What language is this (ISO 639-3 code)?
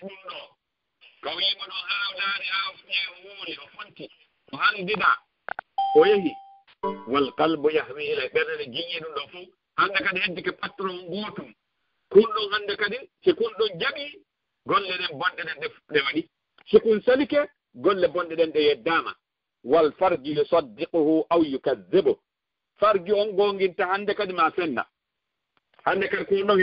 ful